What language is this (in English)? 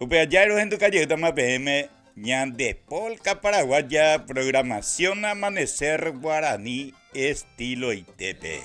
Guarani